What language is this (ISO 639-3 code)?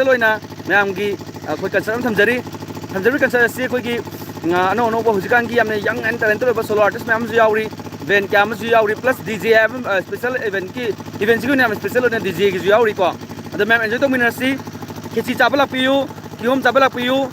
mni